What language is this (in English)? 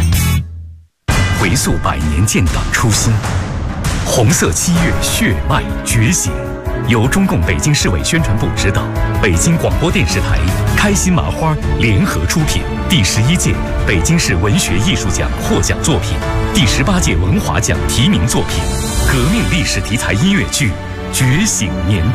Chinese